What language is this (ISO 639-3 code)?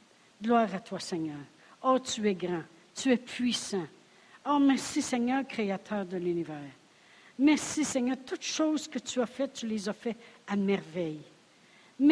fra